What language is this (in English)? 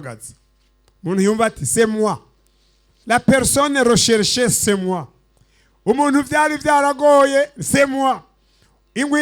Rundi